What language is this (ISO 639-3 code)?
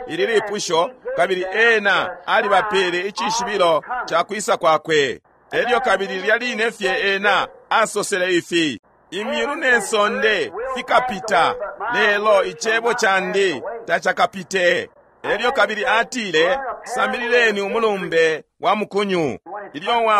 bem